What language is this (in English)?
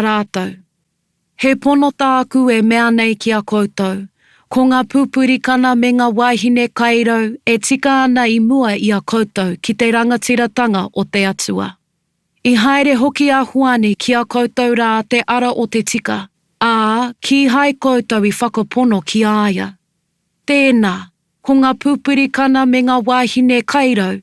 Māori